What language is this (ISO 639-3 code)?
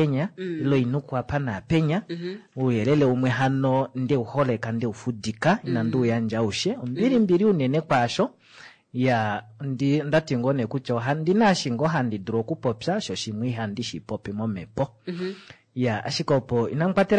kua